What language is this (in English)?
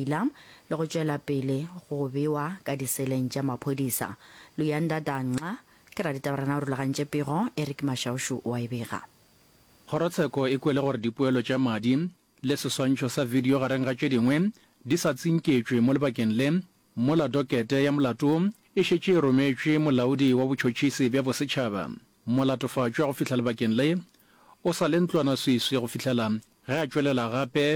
Northern Sotho